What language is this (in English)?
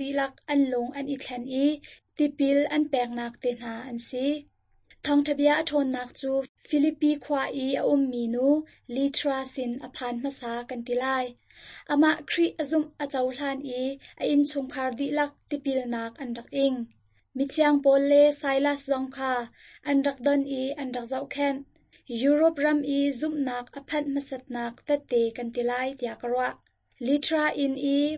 Hakha Chin